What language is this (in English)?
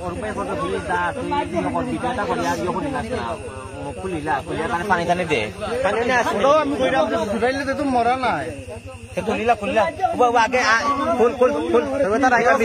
Sylheti